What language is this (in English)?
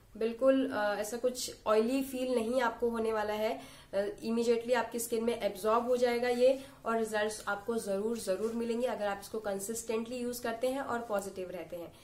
Hindi